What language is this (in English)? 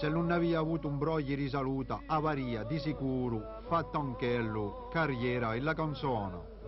Corsican